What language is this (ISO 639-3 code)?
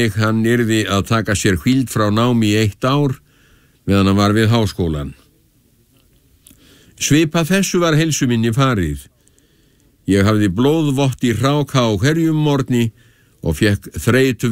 isl